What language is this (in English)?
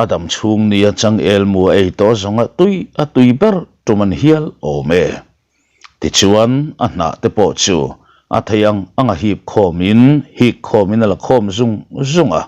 Mizo